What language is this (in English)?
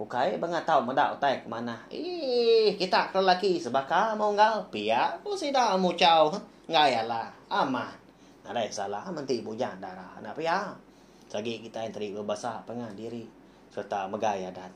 Iban